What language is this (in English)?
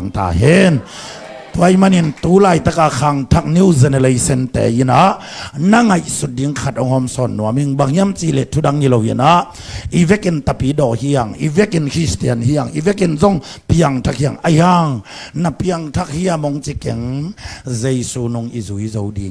Tedim Chin